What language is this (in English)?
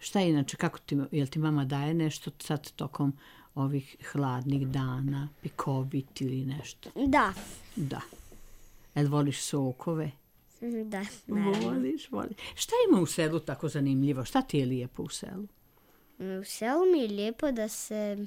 Serbian